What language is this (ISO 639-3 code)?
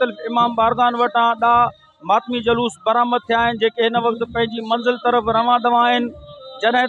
snd